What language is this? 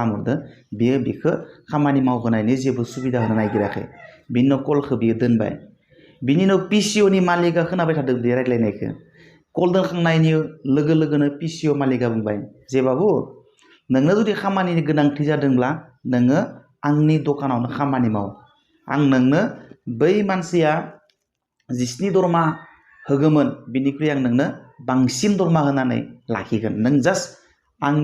Bodo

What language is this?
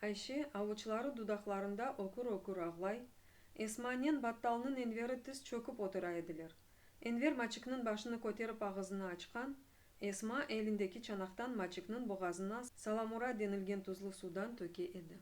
Crimean Tatar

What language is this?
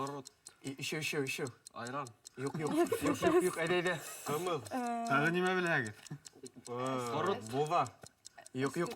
Bashkir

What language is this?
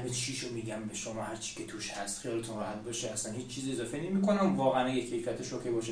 Persian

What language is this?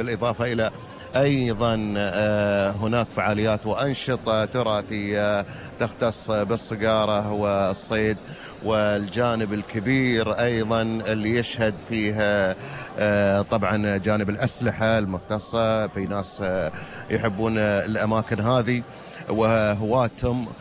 Gulf Arabic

